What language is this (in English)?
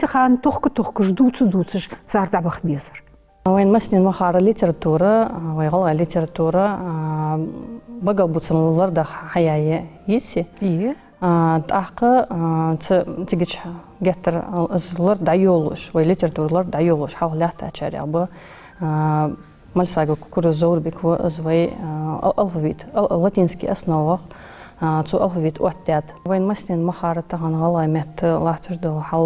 Ingush